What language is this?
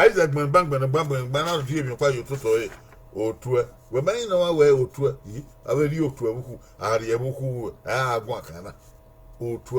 Bini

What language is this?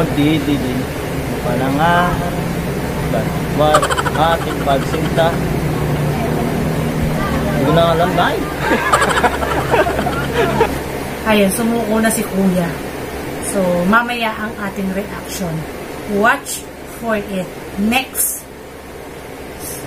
Filipino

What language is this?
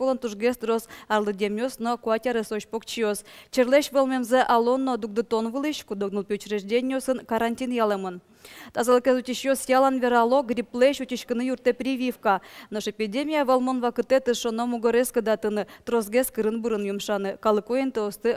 Udmurt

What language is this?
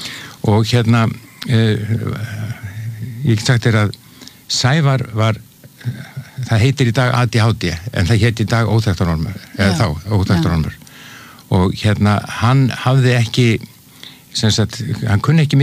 Icelandic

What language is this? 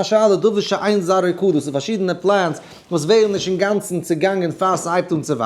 Yiddish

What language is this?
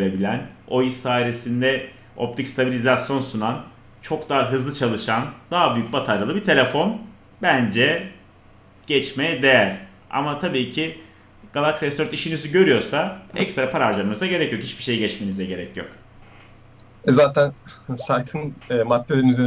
Turkish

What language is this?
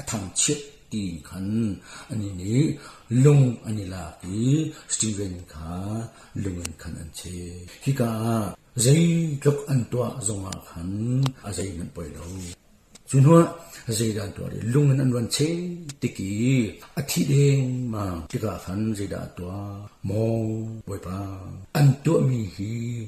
Hakha Chin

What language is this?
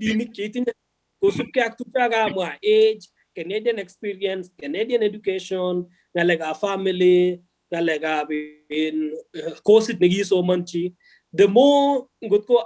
Kalenjin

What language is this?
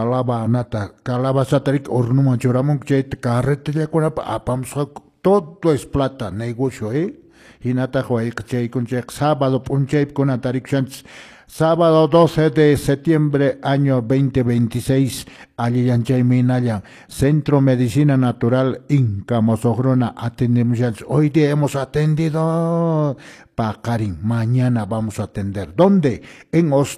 Quechua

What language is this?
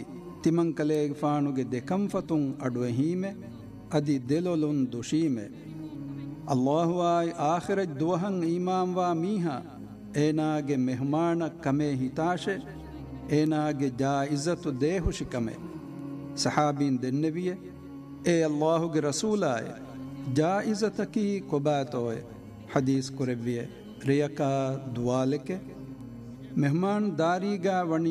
Divehi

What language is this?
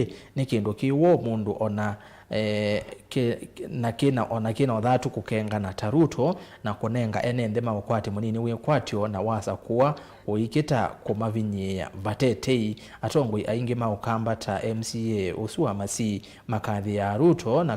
Kamba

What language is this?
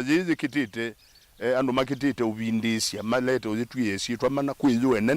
Kamba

